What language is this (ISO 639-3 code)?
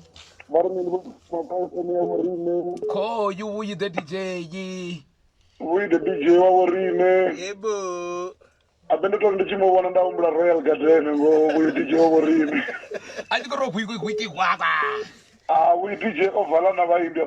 ven